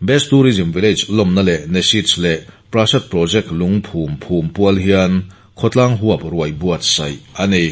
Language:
Mizo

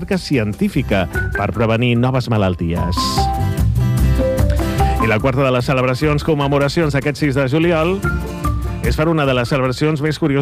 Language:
Catalan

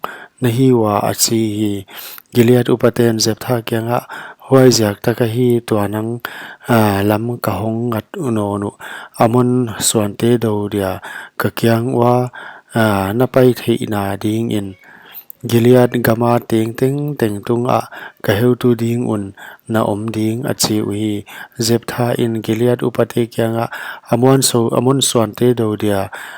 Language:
Paite Chin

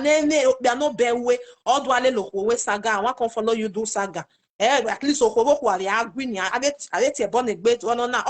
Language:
Nigerian Pidgin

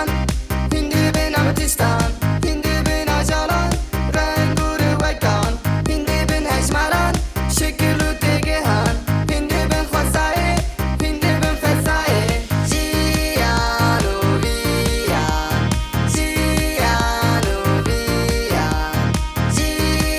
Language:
Kurdish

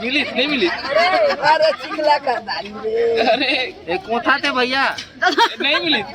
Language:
Chhattisgarhi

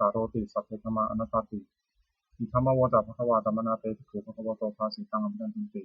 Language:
Pali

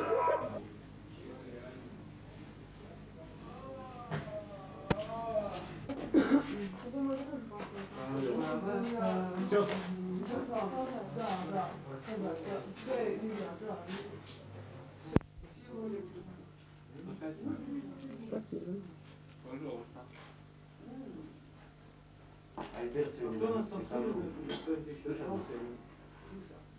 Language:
Russian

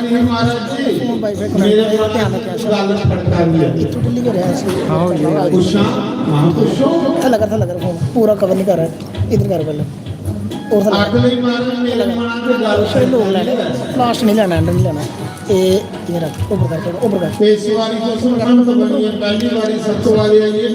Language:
Dogri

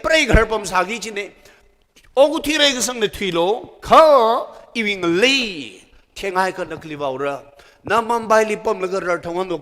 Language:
Tangkhul Naga (India)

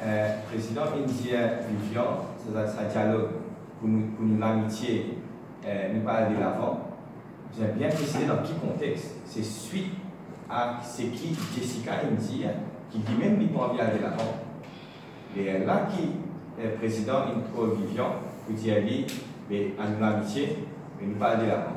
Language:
Morisyen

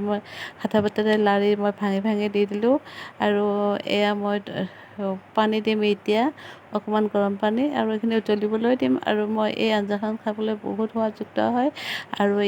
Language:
Assamese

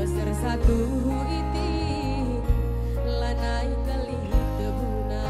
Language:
Batak Karo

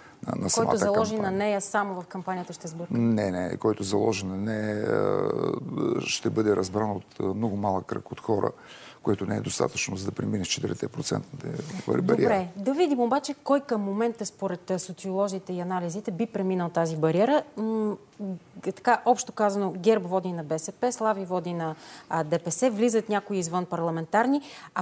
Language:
Bulgarian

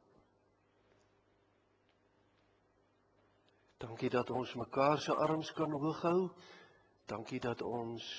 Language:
Afrikaans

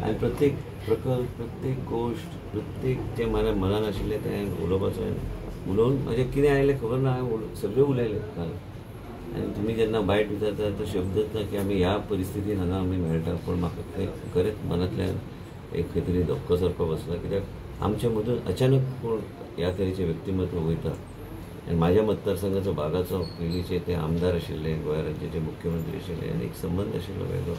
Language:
Konkani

